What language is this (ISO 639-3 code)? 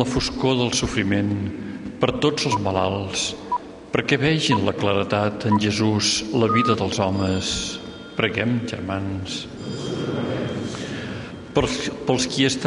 cat